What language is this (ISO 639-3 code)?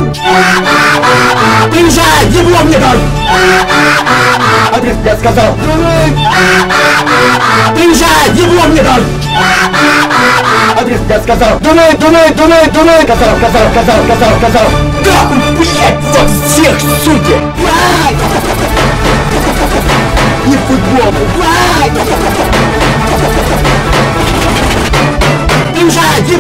rus